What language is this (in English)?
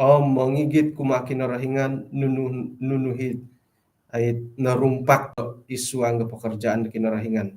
Central Dusun